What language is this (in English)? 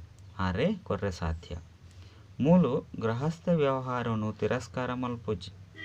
Tulu